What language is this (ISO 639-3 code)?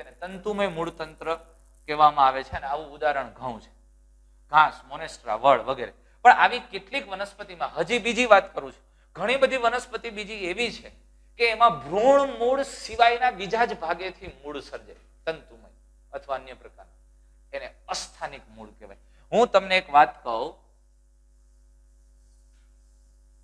guj